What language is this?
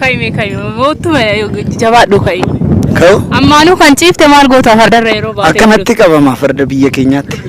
Oromo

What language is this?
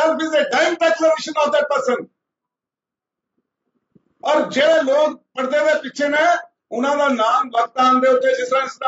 Punjabi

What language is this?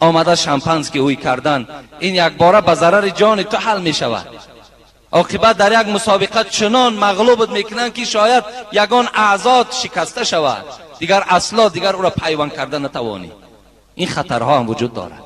Tajik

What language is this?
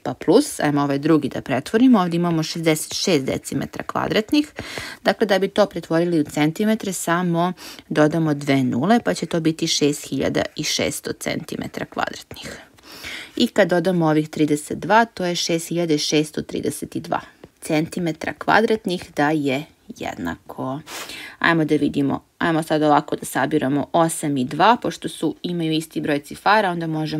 Serbian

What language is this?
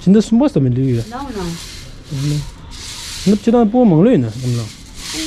Tibetan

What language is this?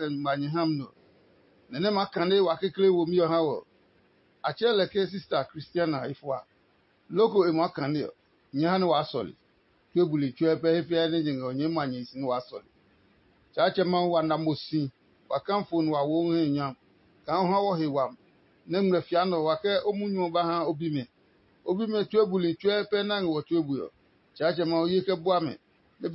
Adangme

